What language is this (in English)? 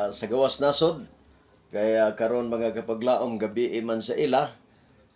Cebuano